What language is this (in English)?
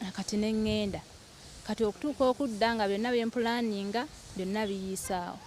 Ganda